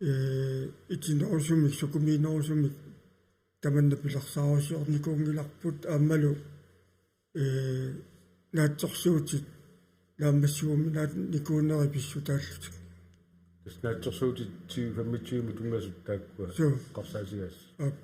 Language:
Kalaallisut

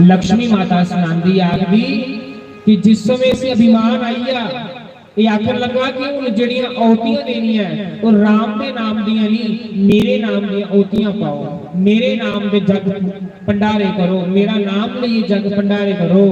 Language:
Dogri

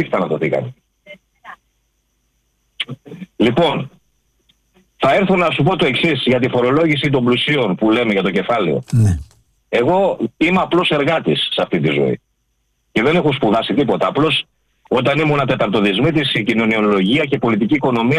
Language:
Greek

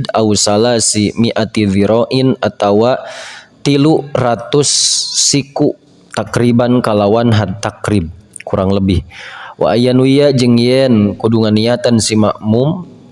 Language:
Sundanese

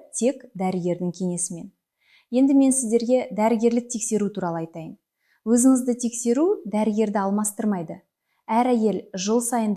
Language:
Kazakh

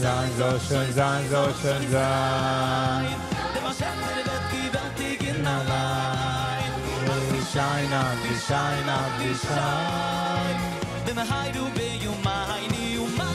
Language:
Yiddish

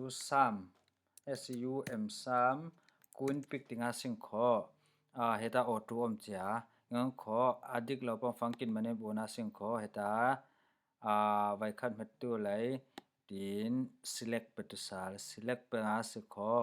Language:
Falam Chin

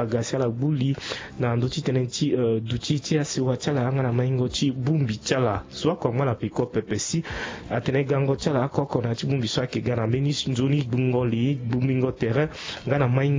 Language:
Sango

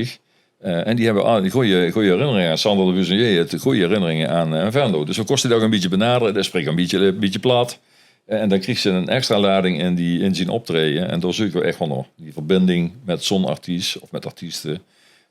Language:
Limburgish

